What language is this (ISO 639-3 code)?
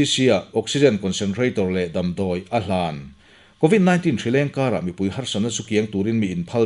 lus